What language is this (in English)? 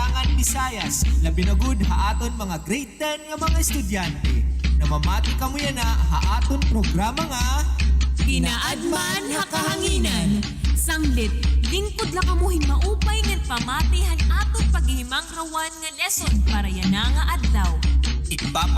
Waray